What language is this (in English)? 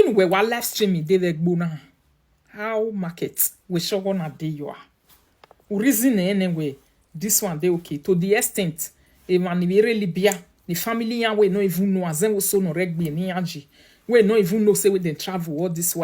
Nigerian Pidgin